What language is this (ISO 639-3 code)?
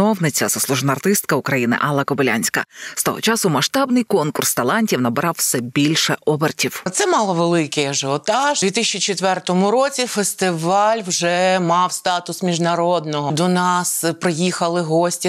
ukr